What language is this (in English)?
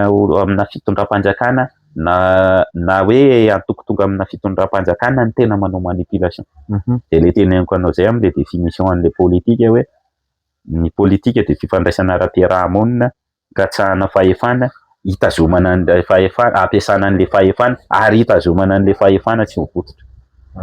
Malagasy